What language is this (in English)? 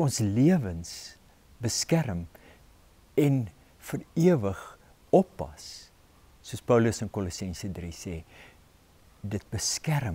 Afrikaans